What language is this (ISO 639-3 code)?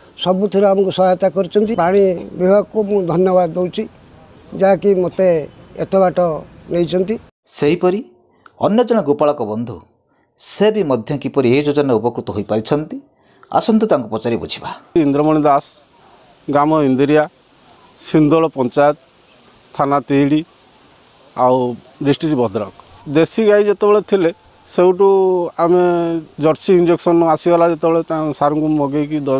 ori